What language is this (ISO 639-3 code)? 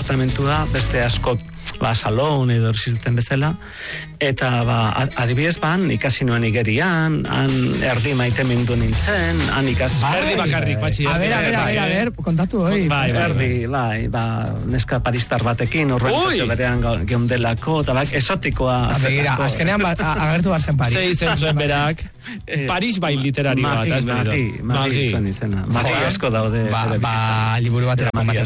eus